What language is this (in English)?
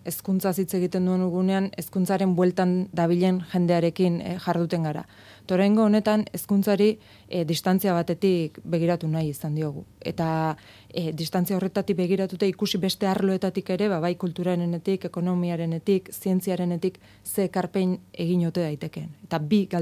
Basque